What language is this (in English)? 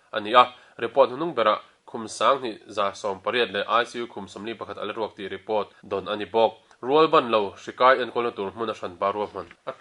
Mizo